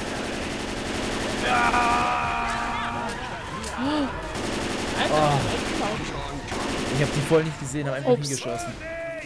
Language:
German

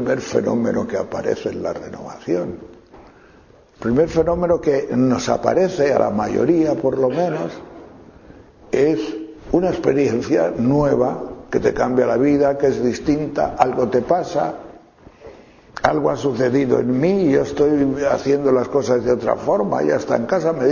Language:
Spanish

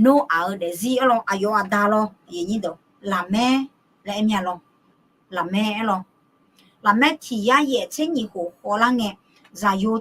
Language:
Akha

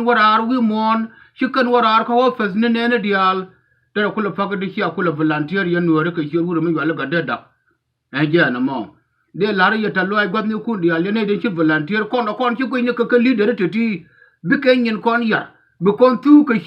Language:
Nuer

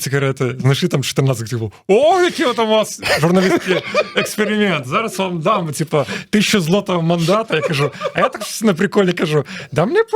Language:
Belarusian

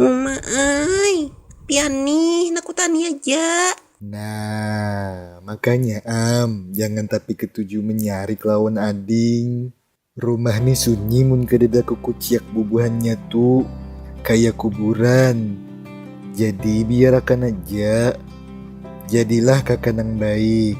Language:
Banjar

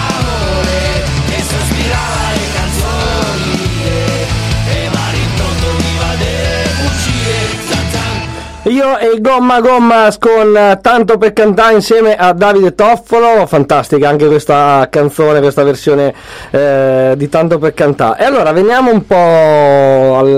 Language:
Italian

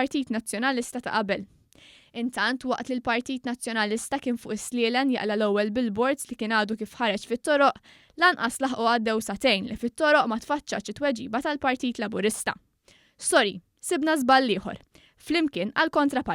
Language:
Maltese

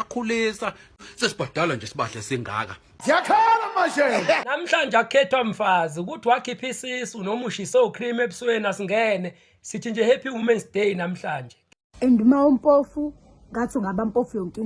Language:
Zulu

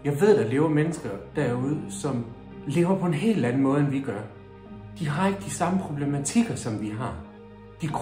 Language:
Danish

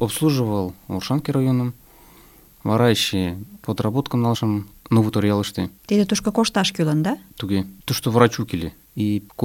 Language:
Mari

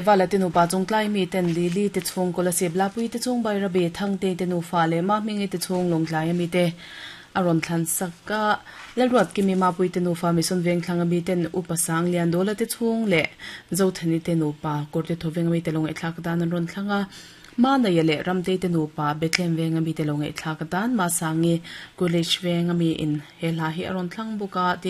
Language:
Mizo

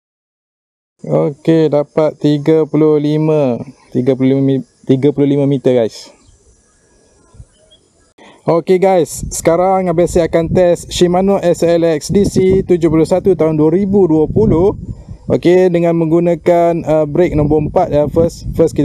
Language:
Malay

